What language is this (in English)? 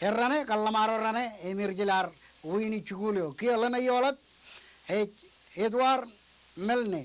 Marshallese